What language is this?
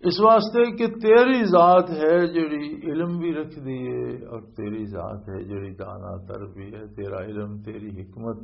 Western Panjabi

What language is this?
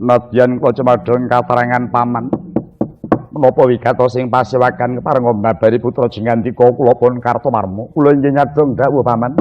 Javanese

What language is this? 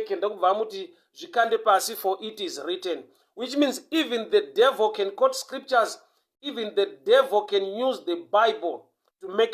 Shona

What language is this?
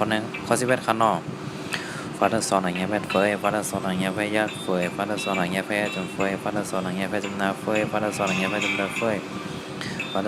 Shan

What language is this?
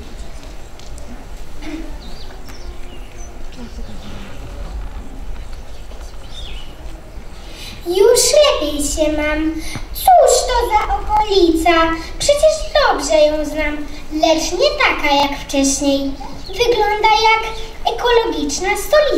Polish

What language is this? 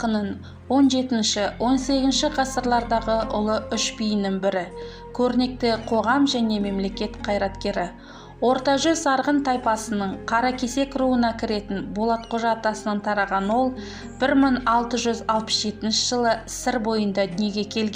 Kazakh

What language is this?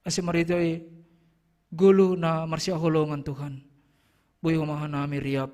Batak Simalungun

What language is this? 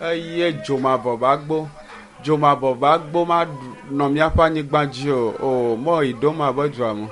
Ewe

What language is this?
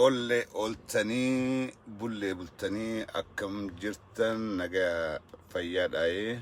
Oromo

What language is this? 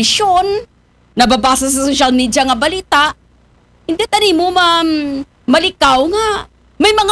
Aklanon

